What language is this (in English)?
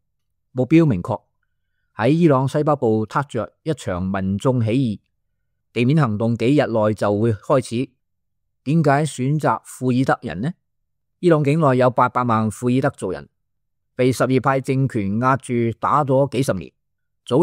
Cantonese